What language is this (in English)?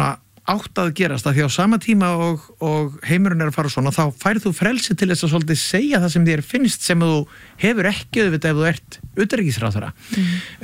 Icelandic